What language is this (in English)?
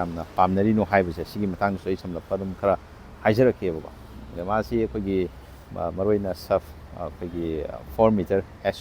Manipuri